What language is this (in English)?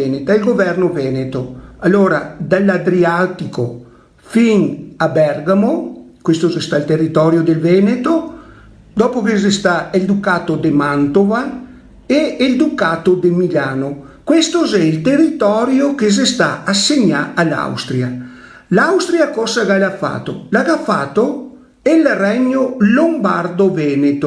Venetian